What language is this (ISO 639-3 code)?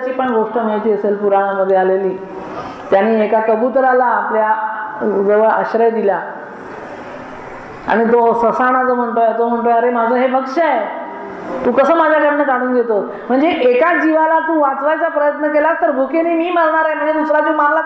mar